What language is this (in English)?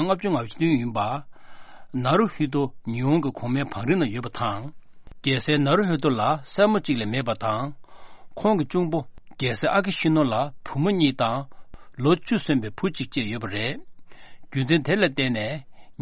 Tibetan